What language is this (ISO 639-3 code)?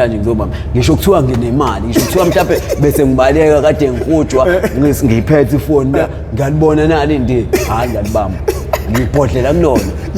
zul